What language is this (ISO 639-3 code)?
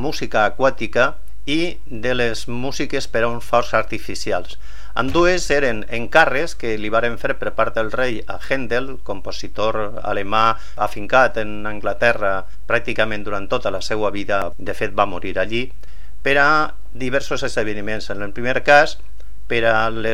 cat